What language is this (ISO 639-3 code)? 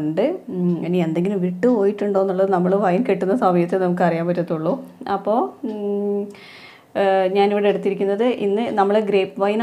mal